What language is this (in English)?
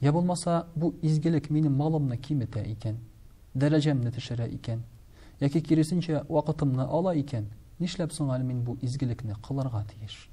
Tatar